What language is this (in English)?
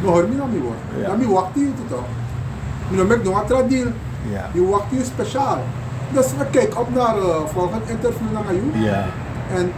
Sranan Tongo